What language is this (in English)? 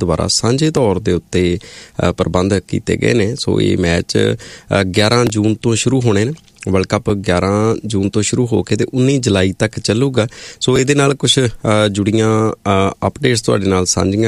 Punjabi